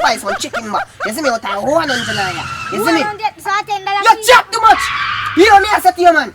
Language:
Jamaican Creole English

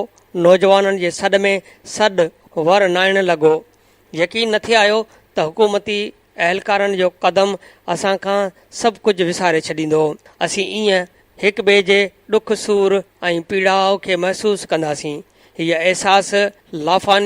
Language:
Sindhi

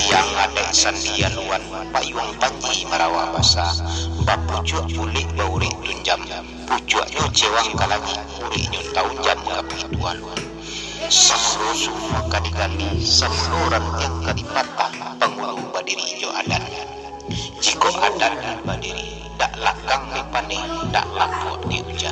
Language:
Minangkabau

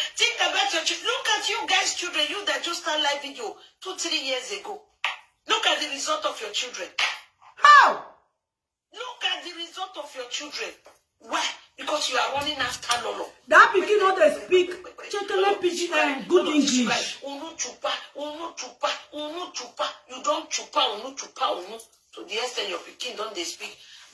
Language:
Nigerian Pidgin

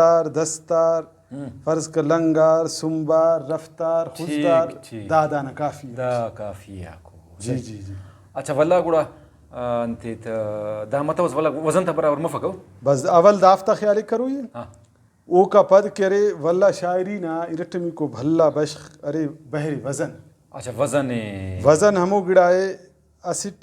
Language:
Brahui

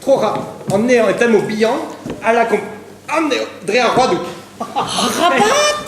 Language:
Breton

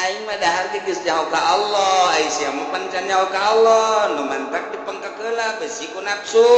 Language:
Sundanese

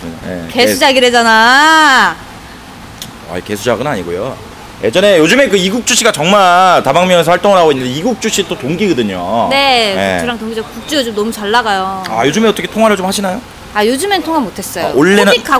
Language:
Korean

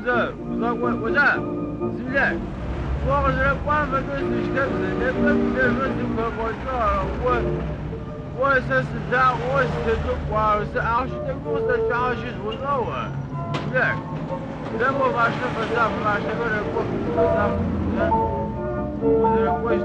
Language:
Adyghe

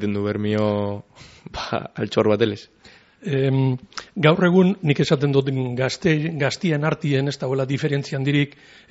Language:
Basque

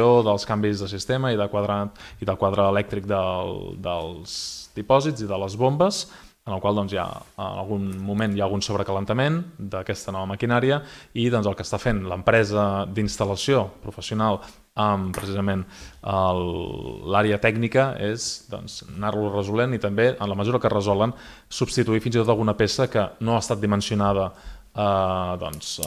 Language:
Catalan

